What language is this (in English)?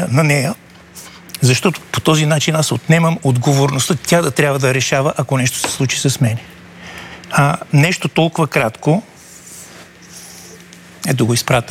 Bulgarian